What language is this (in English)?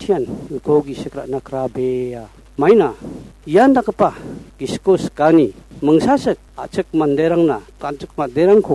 Garo